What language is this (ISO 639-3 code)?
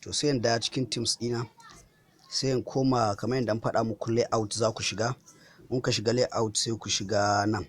hau